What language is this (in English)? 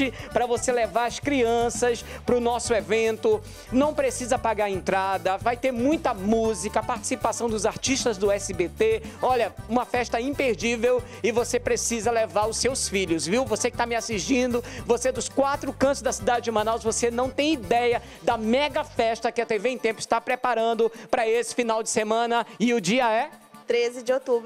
Portuguese